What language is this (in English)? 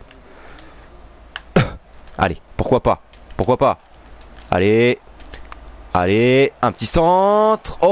French